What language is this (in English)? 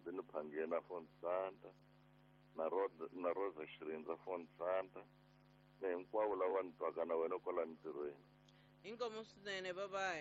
Tsonga